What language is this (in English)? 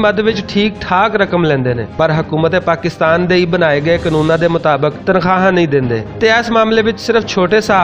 Western Panjabi